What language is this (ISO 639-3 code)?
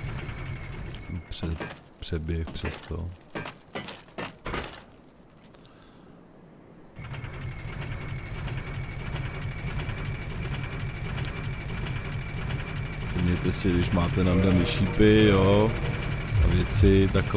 ces